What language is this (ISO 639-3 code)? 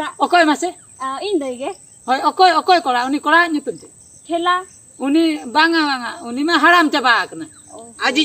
sat